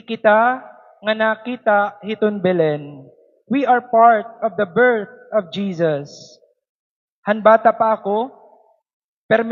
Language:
Waray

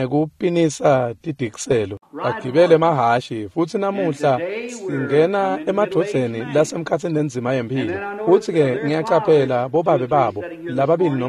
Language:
Swati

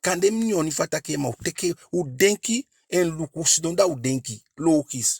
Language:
Eastern Maroon Creole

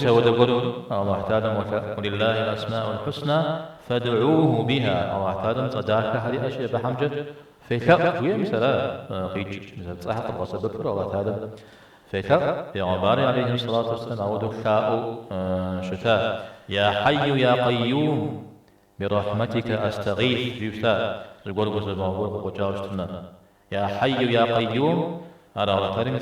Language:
Kabardian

